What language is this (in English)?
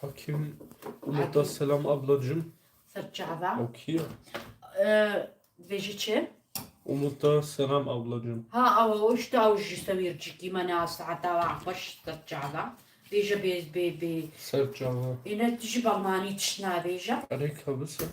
Kurdish